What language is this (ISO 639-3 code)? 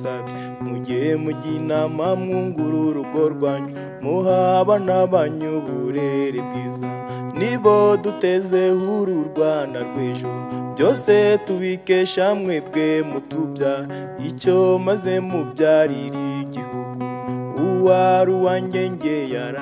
kin